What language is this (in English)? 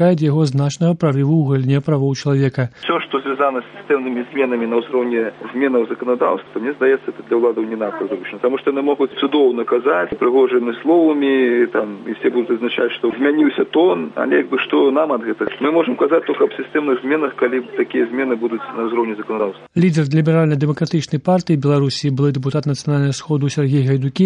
Belarusian